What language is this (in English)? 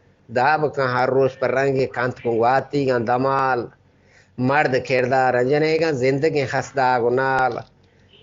Eastern Balochi